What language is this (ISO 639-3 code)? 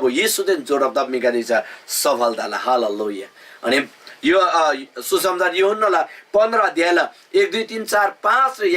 taj